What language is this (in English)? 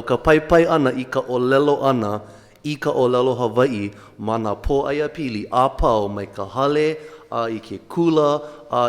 Hawaiian